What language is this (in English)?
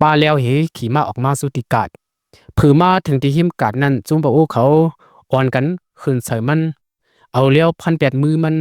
Lao